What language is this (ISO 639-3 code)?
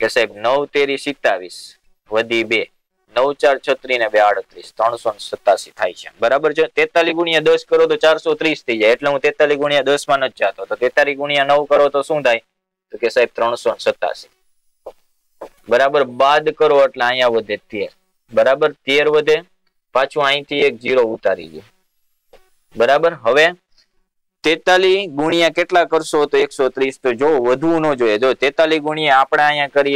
guj